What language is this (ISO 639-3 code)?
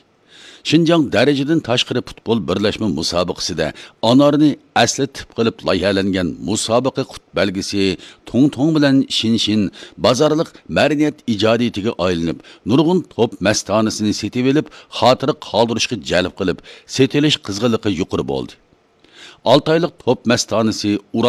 uig